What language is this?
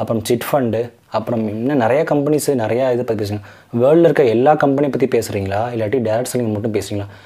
Tamil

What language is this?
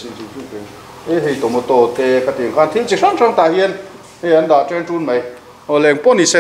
Mizo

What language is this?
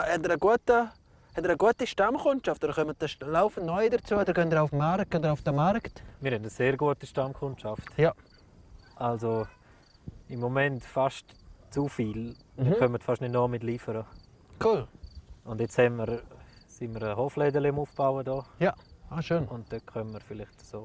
Swiss German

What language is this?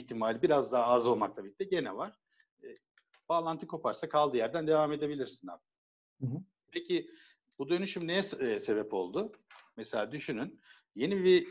Turkish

